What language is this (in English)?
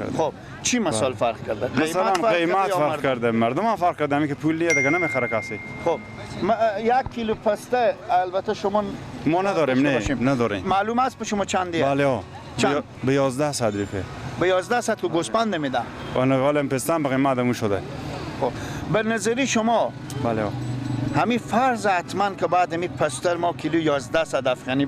Persian